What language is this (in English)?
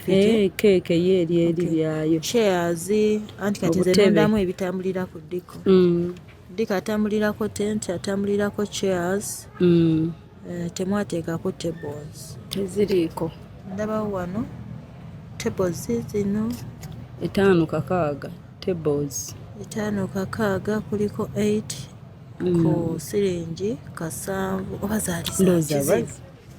Ganda